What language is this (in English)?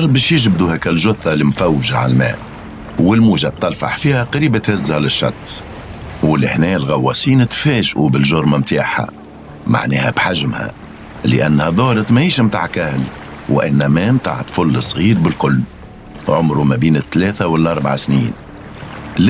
Tunisian Arabic